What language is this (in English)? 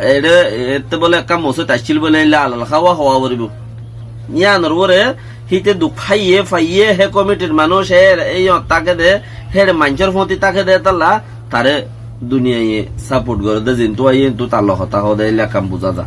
Rohingya